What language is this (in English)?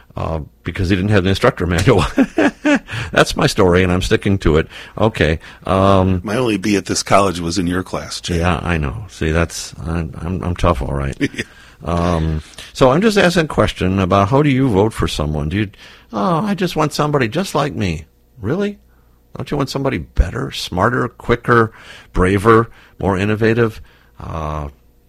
English